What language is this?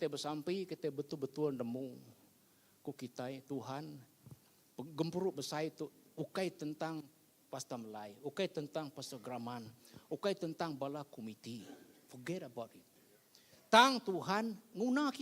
Iban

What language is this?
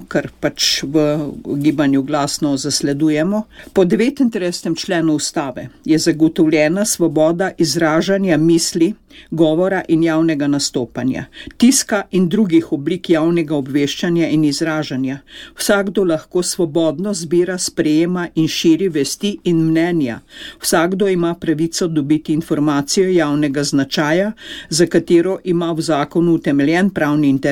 Slovenian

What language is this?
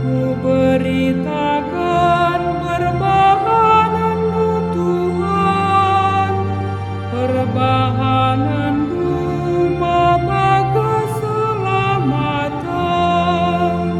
Batak Karo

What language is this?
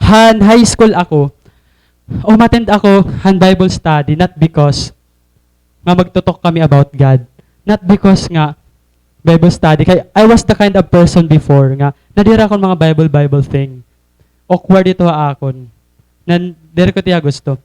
Waray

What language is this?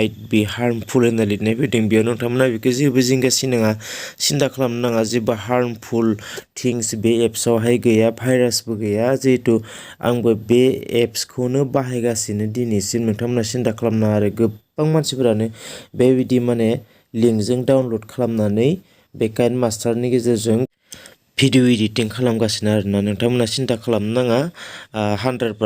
Bodo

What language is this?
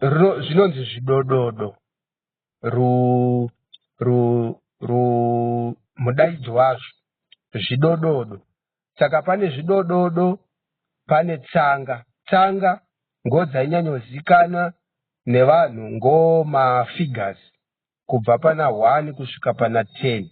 Shona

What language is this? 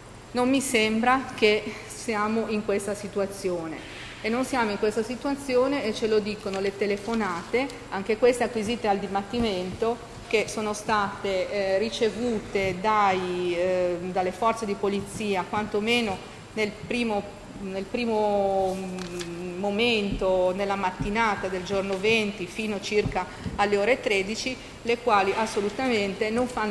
Italian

